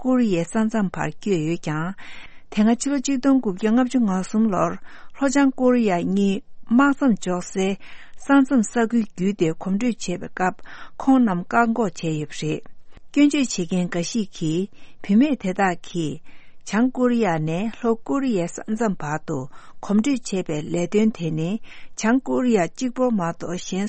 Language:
Tibetan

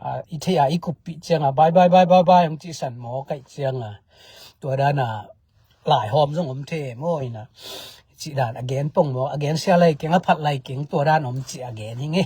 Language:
Tedim Chin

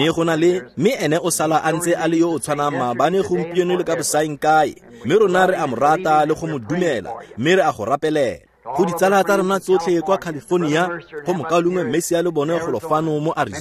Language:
Tswana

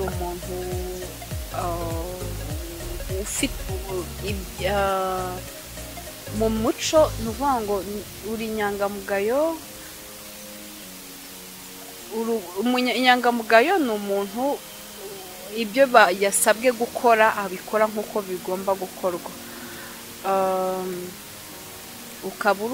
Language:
Kinyarwanda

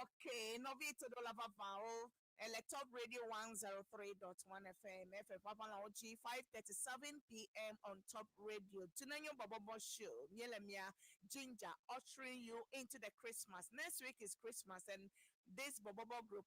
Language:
Ewe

